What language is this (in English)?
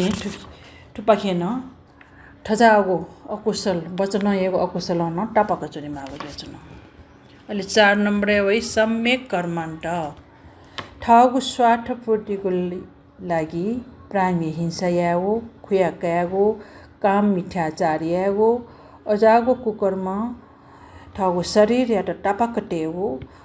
Newari